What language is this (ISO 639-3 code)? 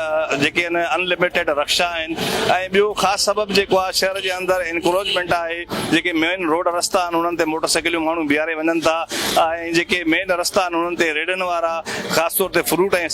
snd